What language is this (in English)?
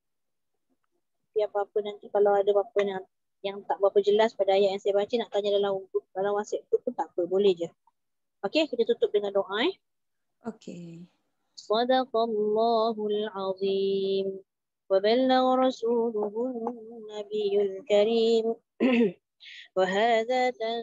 Malay